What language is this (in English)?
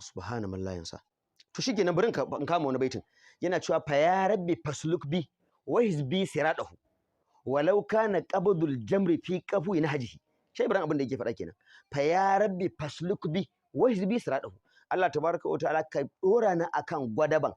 Hausa